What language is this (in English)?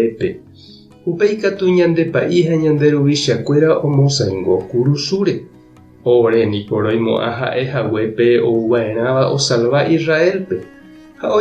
Guarani